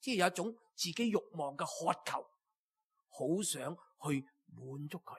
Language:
Cantonese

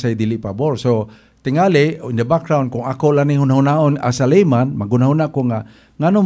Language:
Cebuano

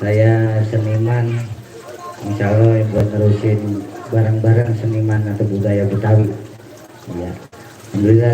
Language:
Betawi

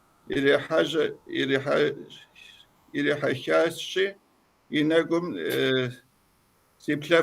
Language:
Kabardian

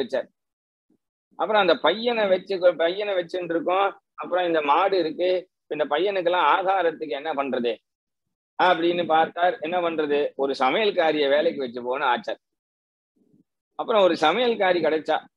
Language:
Tamil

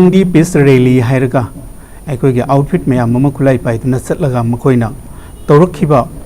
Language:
Manipuri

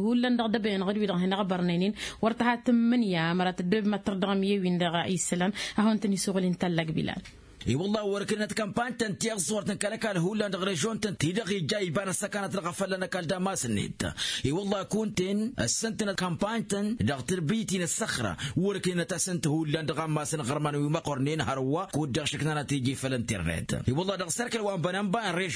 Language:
Tamasheq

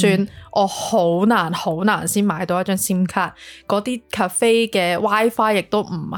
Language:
Cantonese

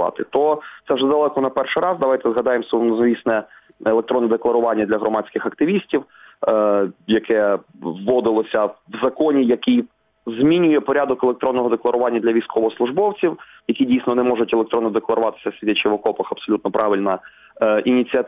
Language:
Ukrainian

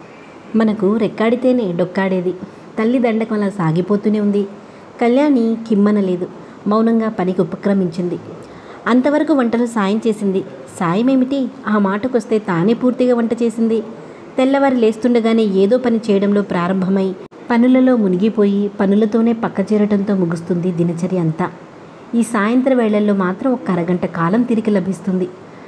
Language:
Telugu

